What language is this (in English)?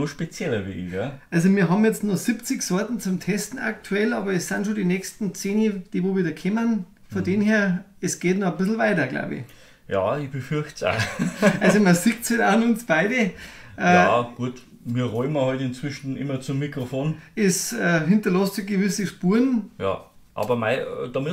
Bavarian